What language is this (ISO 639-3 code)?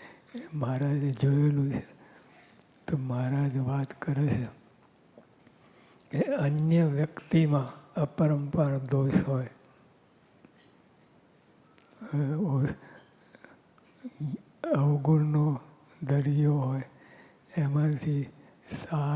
guj